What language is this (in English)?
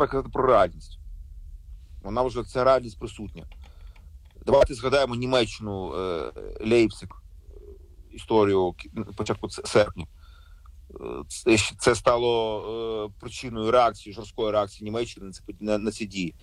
Ukrainian